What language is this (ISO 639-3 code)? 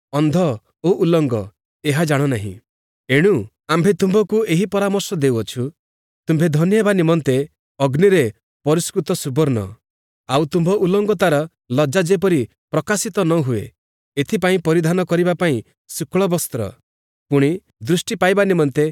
ori